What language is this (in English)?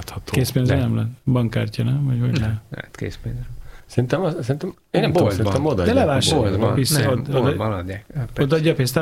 Hungarian